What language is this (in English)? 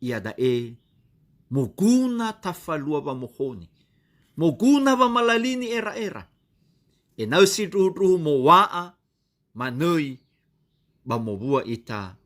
Nias